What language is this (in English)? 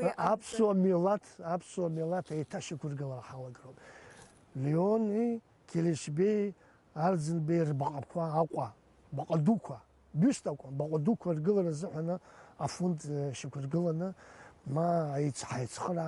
Abkhazian